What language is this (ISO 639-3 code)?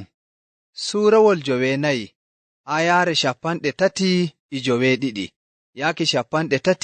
fuv